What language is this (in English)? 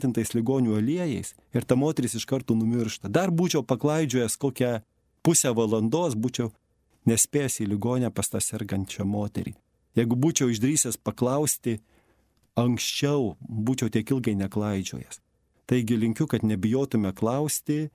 Lithuanian